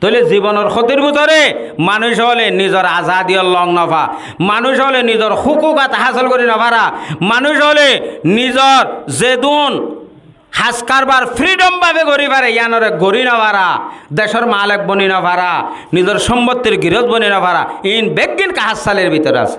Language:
Rohingya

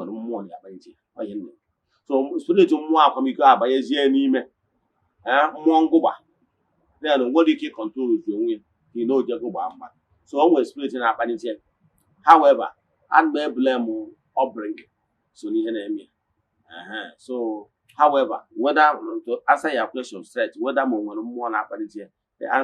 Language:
Igbo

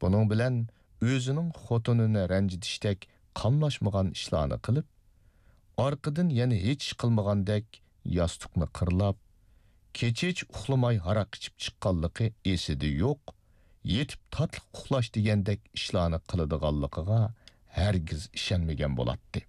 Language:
Uyghur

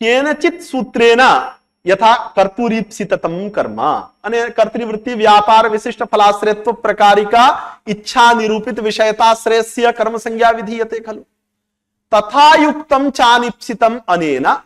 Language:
Sanskrit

